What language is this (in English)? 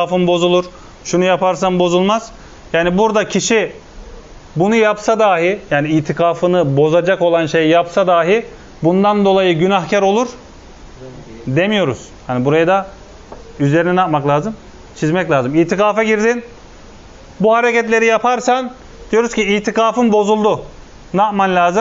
Turkish